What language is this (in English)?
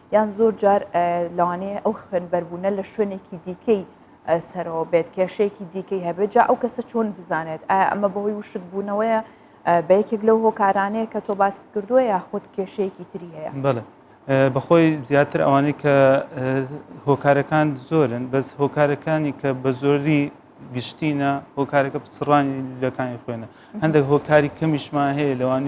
Central Kurdish